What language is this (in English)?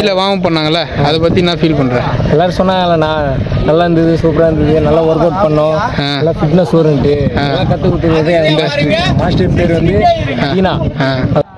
Tamil